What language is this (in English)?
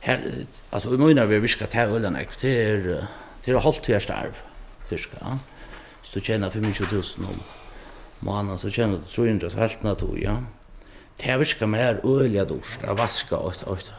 Faroese